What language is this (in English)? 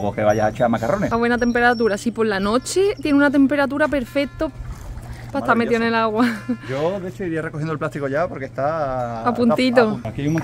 Spanish